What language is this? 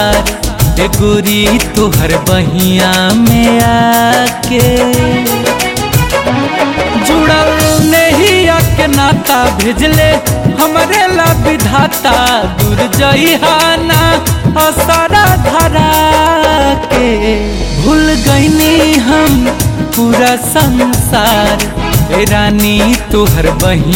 Bhojpuri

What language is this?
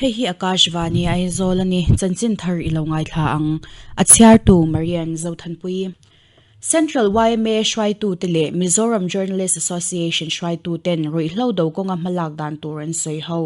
Mizo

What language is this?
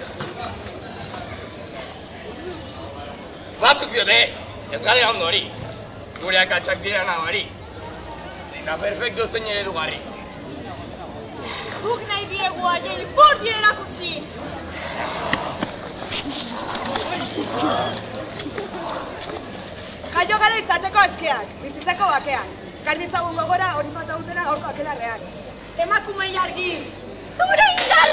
Basque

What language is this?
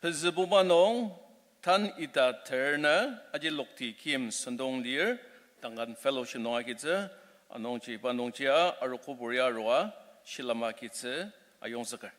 Ao Naga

